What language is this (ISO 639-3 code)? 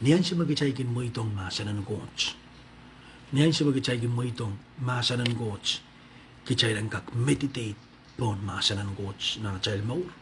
pon